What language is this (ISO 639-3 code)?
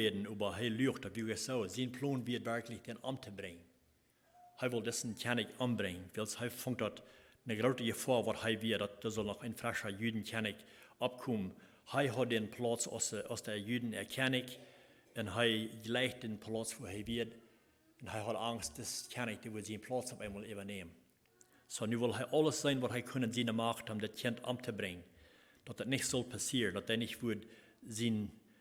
pdt